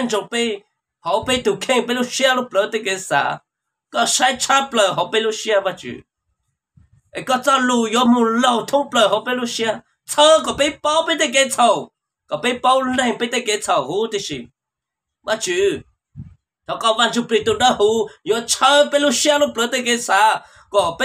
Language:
Vietnamese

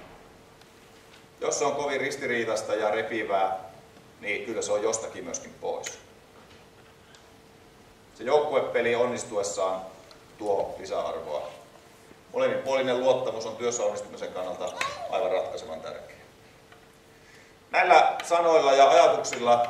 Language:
Finnish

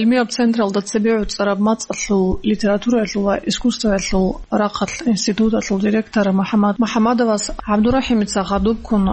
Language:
Avaric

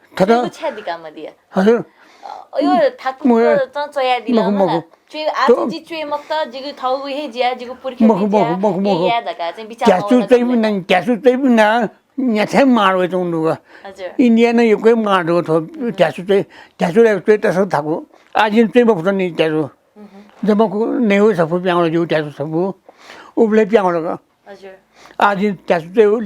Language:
Newari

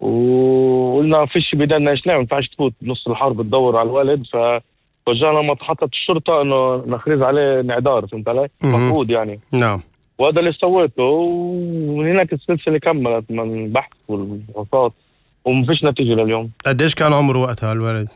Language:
North Levantine Arabic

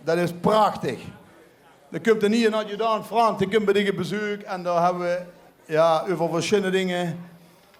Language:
Limburgish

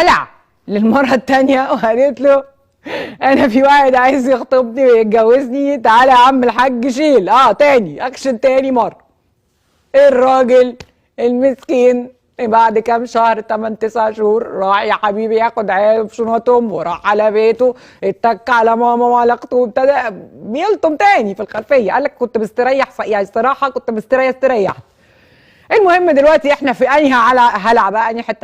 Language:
Egyptian Arabic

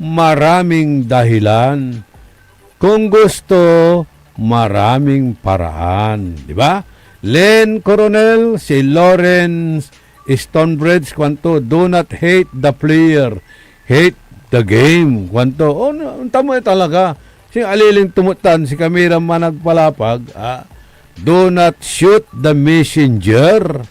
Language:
Pangasinan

